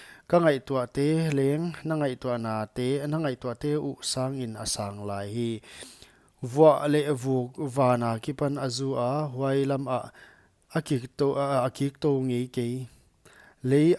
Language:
Paite Chin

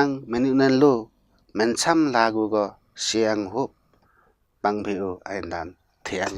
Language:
Limbu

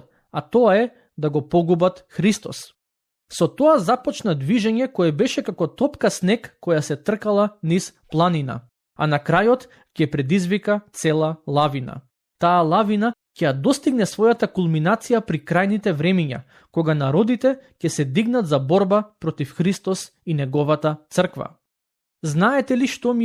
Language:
Macedonian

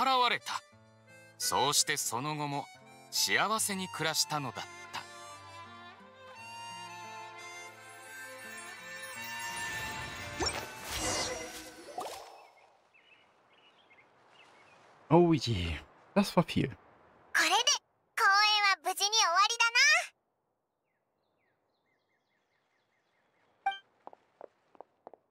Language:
Japanese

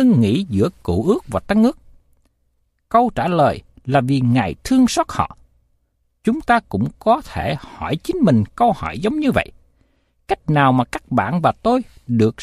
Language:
Vietnamese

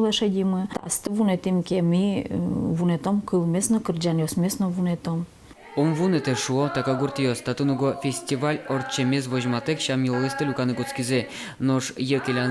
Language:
Udmurt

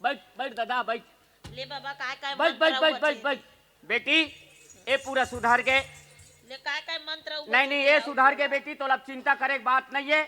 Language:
Chhattisgarhi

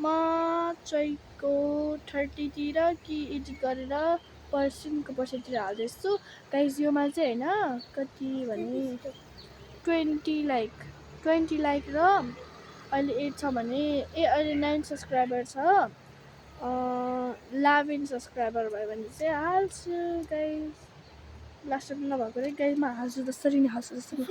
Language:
Nepali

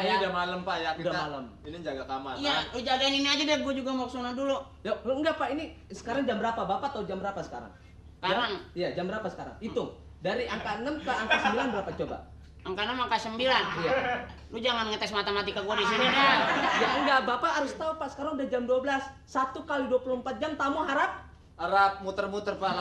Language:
Betawi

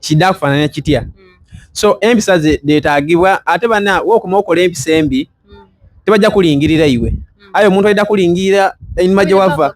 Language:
Soga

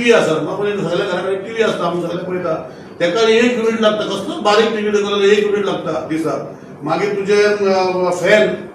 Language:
Konkani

